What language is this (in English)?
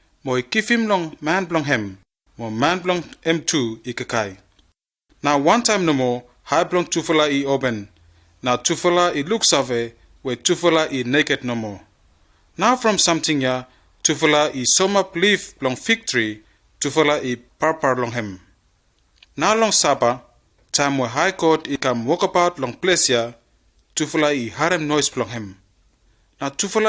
Bislama